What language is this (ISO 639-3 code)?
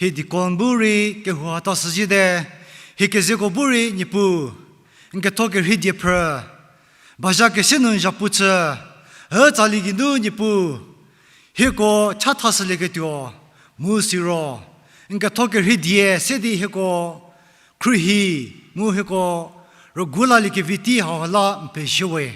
njm